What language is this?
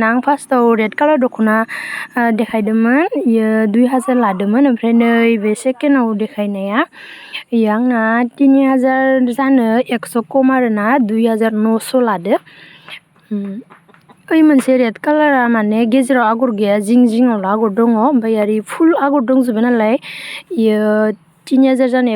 Bodo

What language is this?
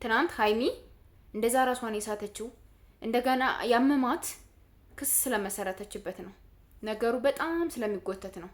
Amharic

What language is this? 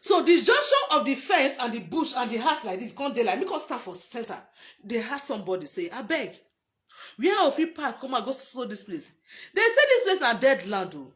Nigerian Pidgin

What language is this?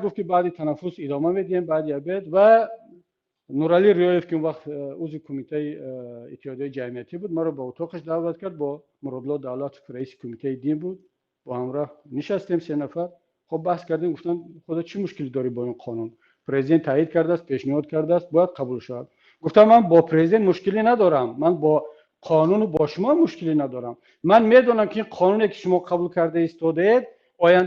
Tajik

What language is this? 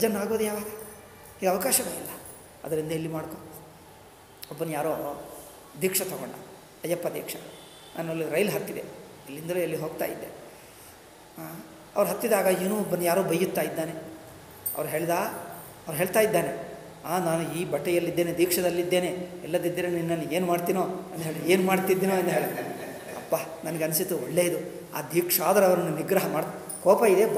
Kannada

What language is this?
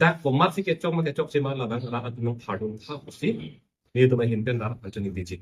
Karbi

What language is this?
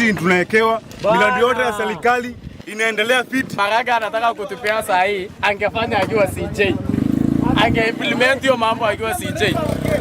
Meru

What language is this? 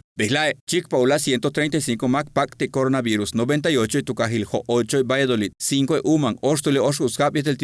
Yucateco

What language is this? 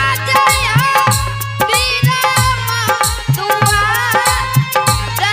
Angika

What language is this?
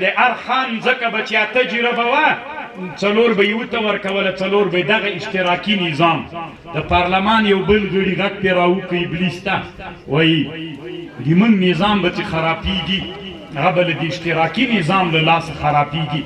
Pashto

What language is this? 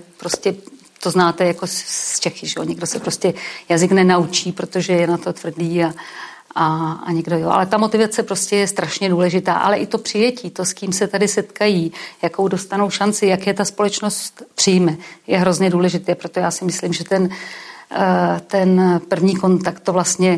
Czech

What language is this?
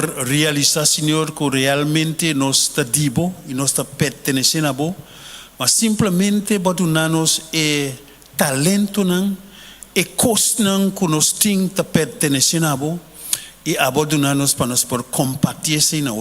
Papiamento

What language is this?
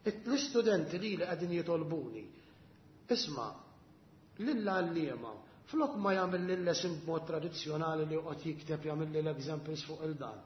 Maltese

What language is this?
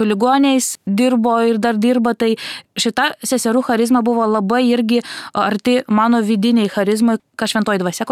Lithuanian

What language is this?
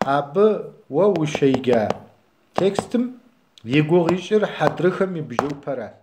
Kabardian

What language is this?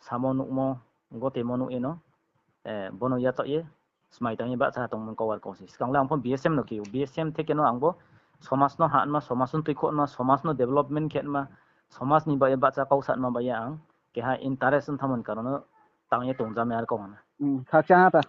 Riang (India)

